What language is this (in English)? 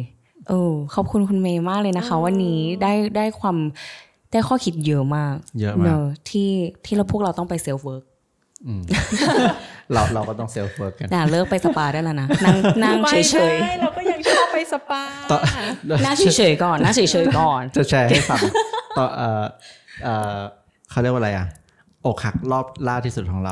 Thai